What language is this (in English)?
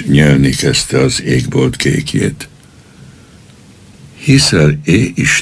Hungarian